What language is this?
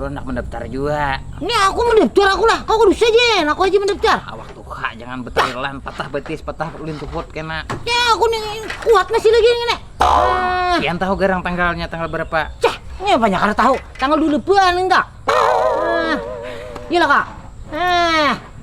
Banjar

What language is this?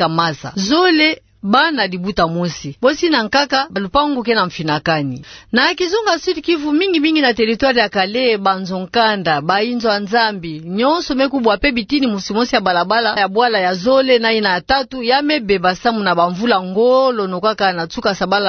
Kituba (Democratic Republic of Congo)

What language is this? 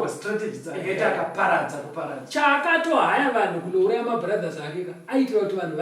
Shona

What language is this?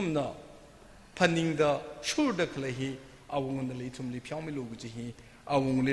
Tangkhul Naga (India)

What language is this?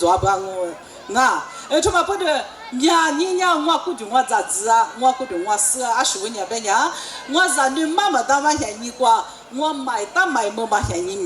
Lisu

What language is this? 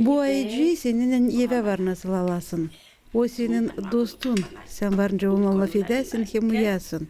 Gagauz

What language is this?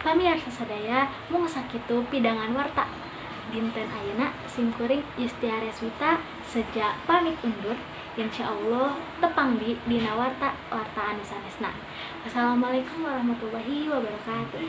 Sundanese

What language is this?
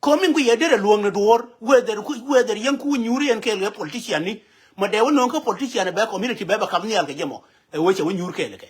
Nuer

